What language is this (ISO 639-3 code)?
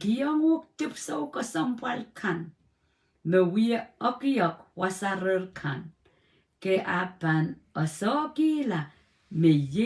pon